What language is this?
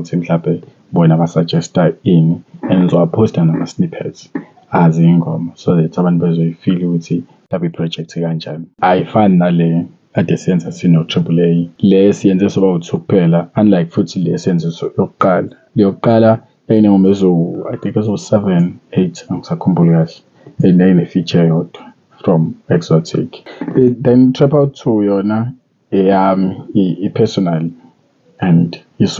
Zulu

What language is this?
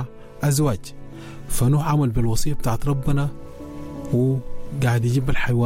Sudanese Arabic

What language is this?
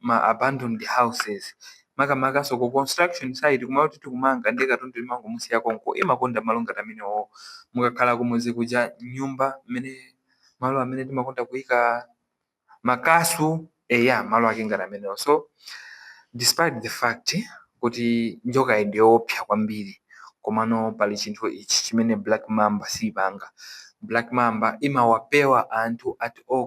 Nyanja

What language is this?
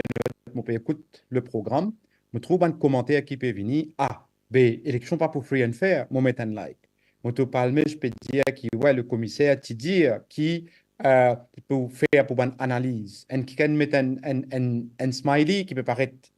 Morisyen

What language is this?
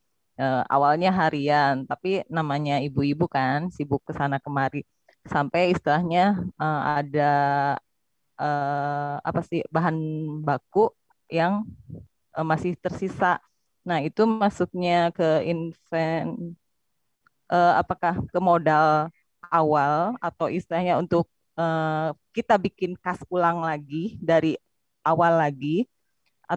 Indonesian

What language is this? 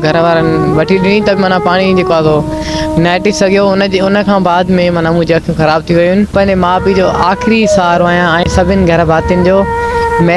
Sindhi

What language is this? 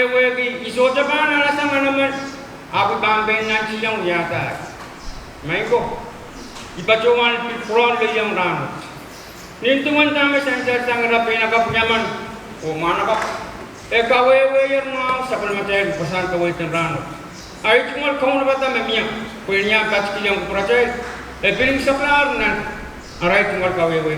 Pohnpeian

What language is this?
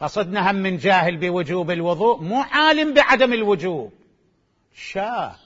Mesopotamian Arabic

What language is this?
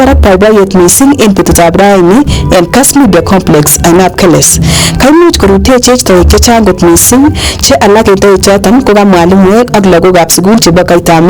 Kalenjin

